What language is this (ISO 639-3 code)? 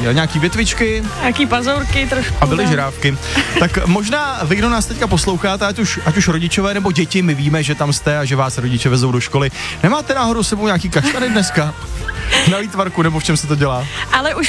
ces